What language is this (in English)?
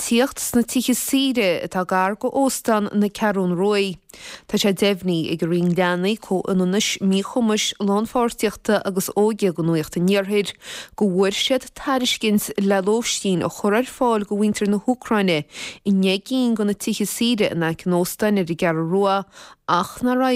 Irish